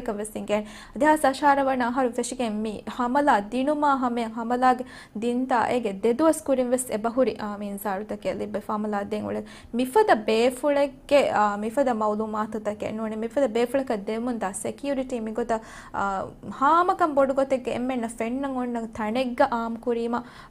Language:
Divehi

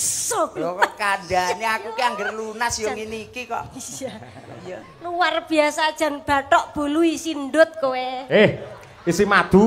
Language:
Javanese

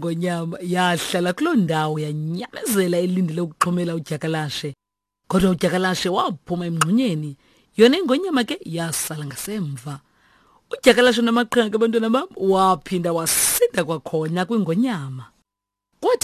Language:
Xhosa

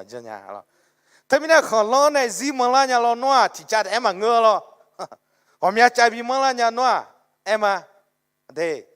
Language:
Akha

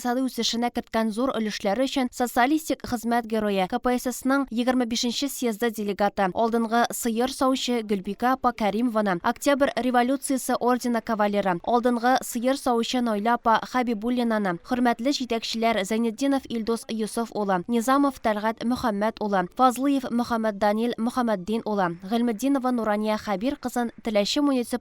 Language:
Tatar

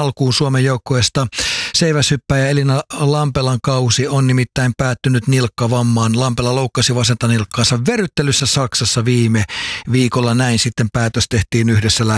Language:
Finnish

